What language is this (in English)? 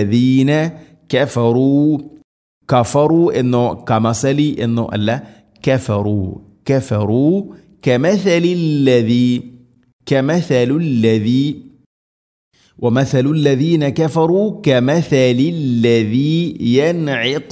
Malayalam